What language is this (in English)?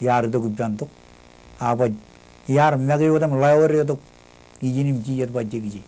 Marshallese